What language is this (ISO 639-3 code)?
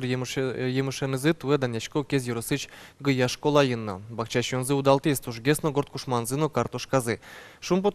udm